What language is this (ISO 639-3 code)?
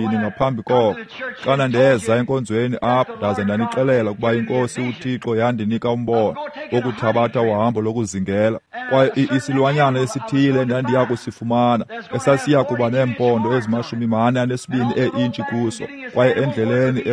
xho